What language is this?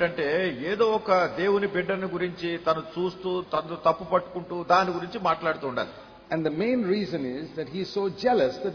Telugu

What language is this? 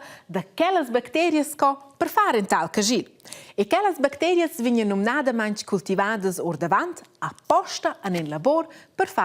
Romansh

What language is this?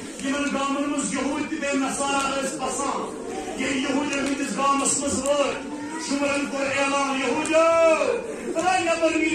Kashmiri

